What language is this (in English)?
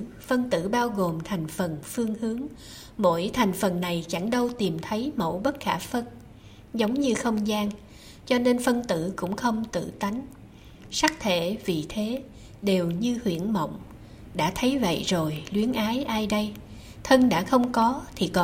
Vietnamese